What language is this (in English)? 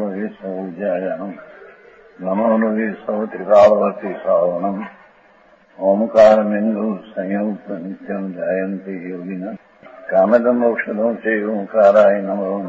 Gujarati